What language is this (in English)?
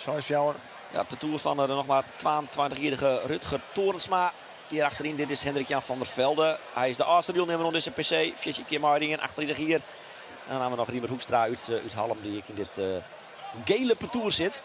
Western Frisian